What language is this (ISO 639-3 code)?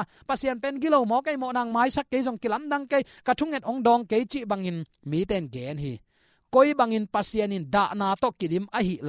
ctd